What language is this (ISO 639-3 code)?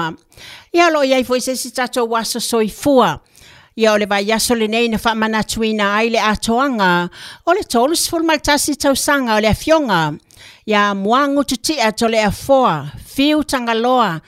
smo